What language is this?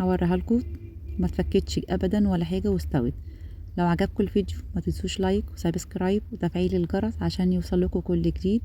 Egyptian Arabic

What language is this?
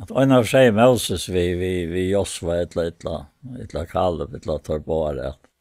Faroese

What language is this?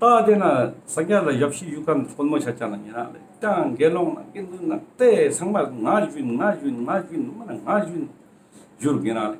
Ladakhi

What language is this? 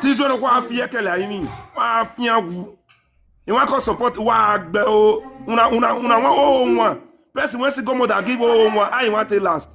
Nigerian Pidgin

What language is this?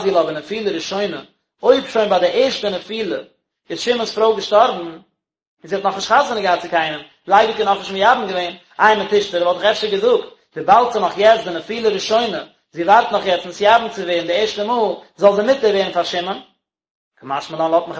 Yiddish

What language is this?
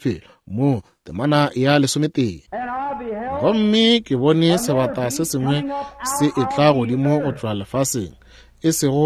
Northern Sotho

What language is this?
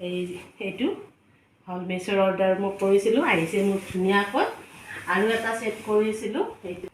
Assamese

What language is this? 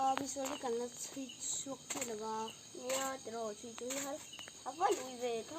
Mizo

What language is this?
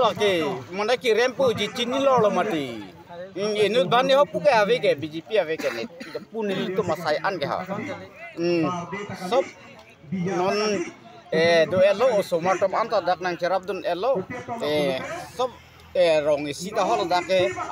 Karbi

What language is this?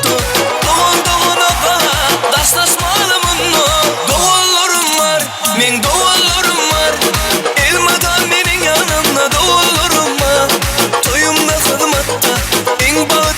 Turkmen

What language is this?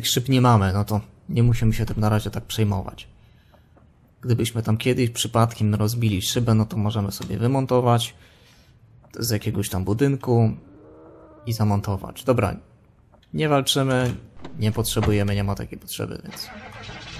Polish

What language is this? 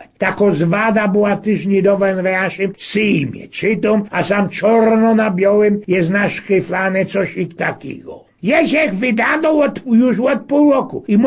Silesian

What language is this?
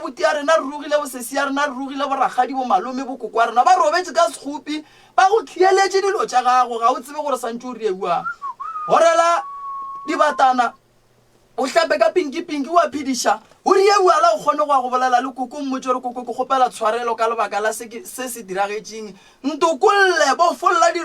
Northern Sotho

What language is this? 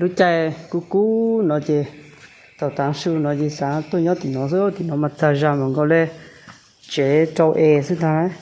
Hmong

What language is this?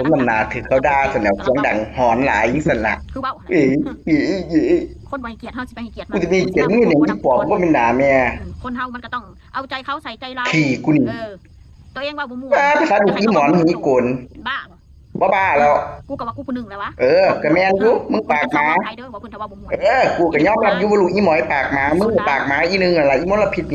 Northeastern Thai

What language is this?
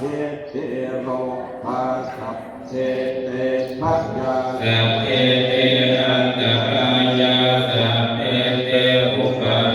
Pali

